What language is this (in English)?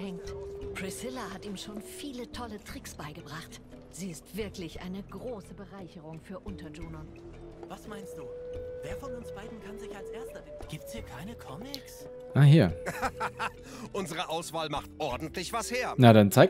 German